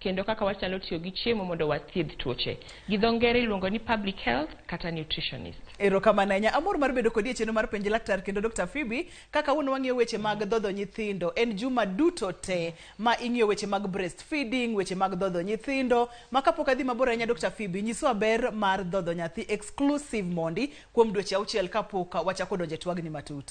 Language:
Luo (Kenya and Tanzania)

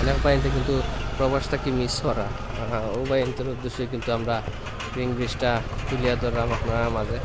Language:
Sylheti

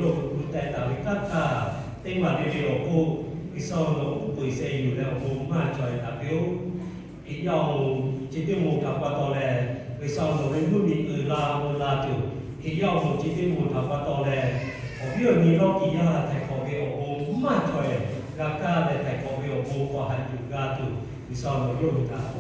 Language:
Lahu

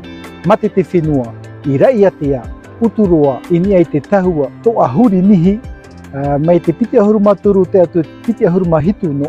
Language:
Tahitian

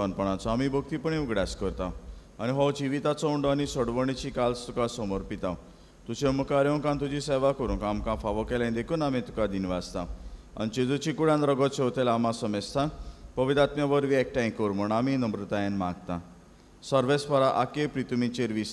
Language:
Konkani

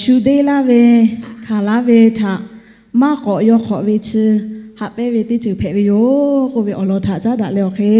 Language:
Lahu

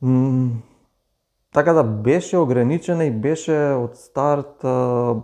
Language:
Macedonian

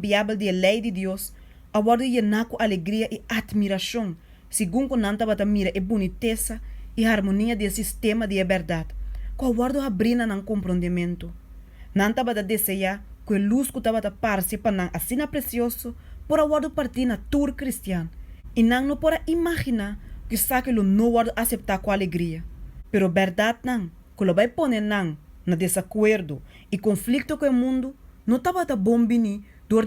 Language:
Papiamento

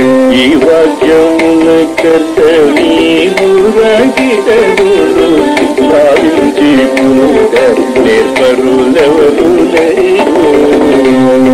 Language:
Telugu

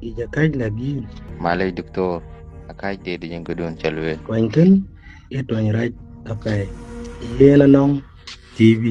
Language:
Dinka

